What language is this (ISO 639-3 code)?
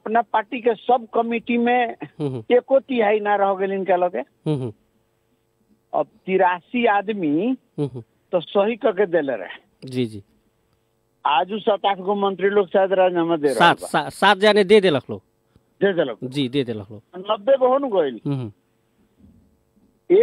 bho